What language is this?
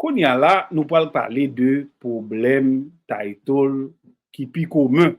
Haitian Creole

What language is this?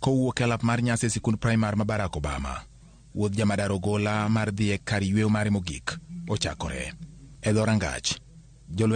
Luo (Kenya and Tanzania)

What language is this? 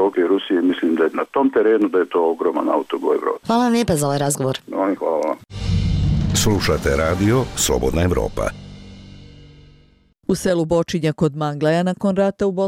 Bosnian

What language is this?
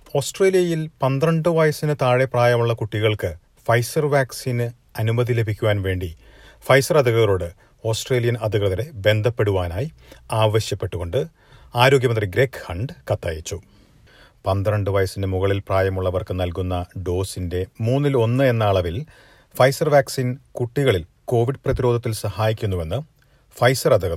Malayalam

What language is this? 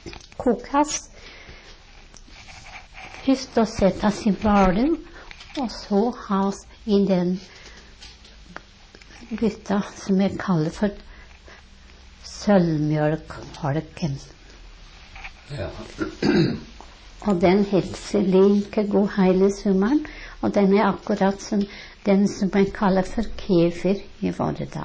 Norwegian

